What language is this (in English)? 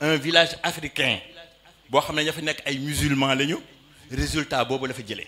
Wolof